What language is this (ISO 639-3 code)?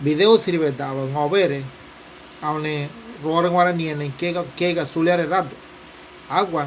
gym